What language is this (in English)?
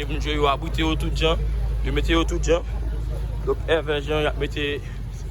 Haitian Creole